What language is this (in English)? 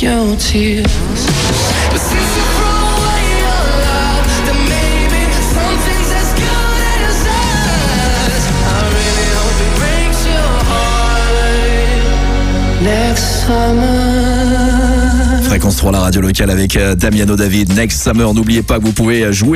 French